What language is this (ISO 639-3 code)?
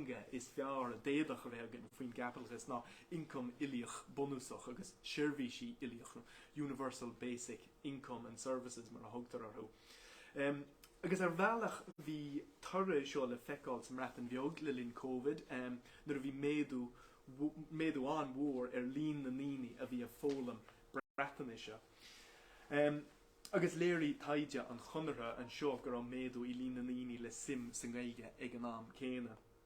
gle